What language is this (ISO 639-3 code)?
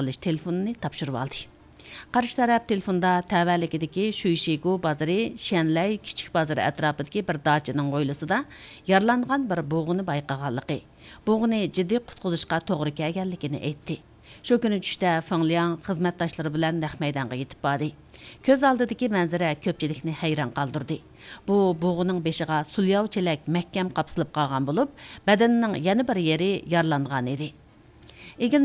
uig